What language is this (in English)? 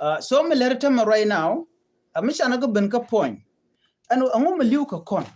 Nuer